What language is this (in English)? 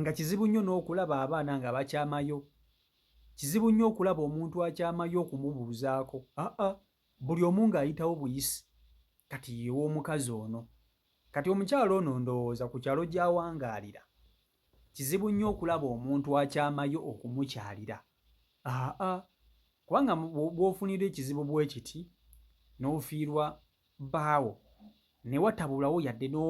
Ganda